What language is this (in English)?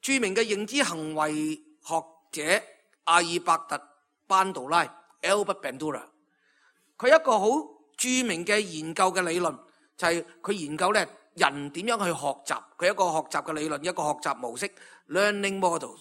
Cantonese